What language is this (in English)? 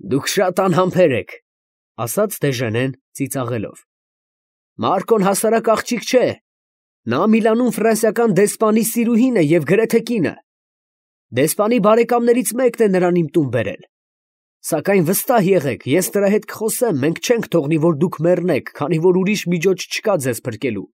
Armenian